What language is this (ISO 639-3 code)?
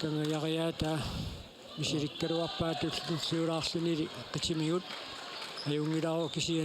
kal